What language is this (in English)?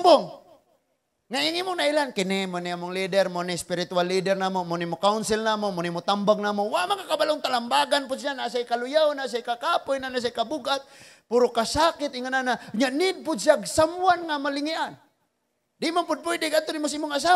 Cebuano